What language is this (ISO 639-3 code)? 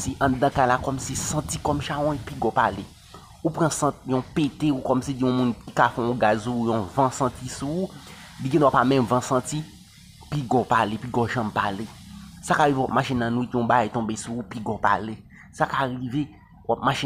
hat